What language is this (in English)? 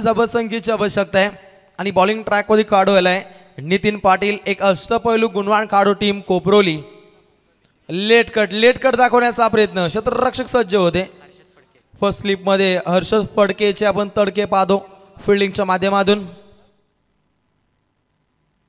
Marathi